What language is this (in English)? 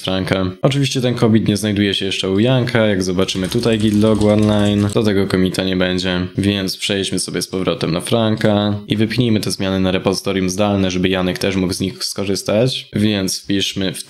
Polish